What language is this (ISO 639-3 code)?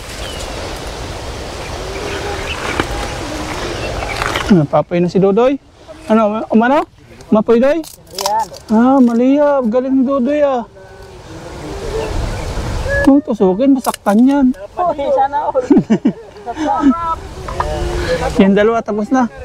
fil